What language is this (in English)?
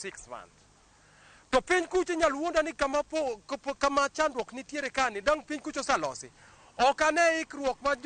Luo (Kenya and Tanzania)